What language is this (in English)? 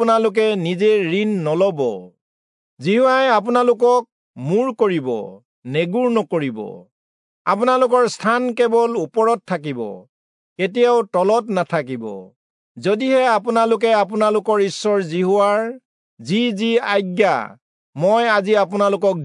Assamese